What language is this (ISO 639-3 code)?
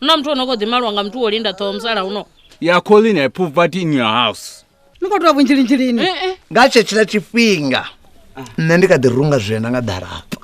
ven